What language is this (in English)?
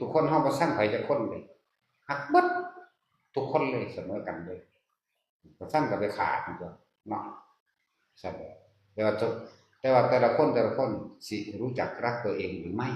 Northeastern Thai